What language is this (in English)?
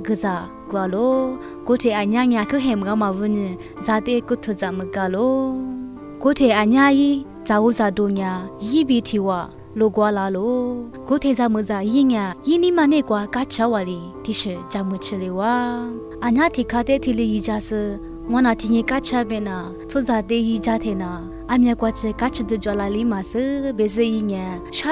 Lisu